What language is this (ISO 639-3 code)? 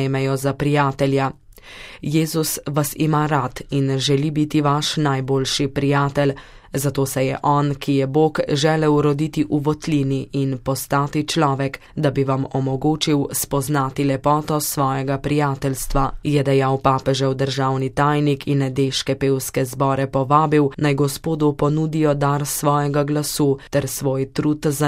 slv